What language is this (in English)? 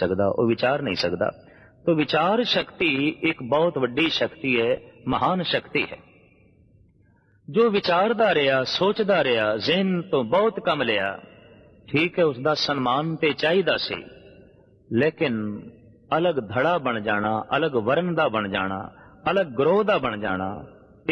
Punjabi